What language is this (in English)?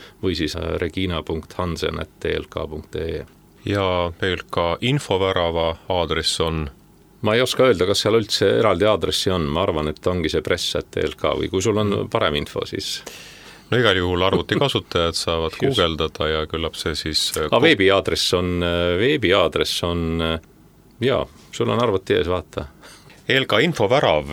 Estonian